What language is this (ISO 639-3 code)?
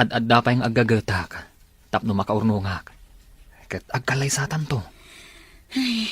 ilo